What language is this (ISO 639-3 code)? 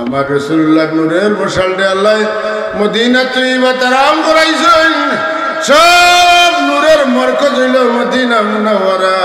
syl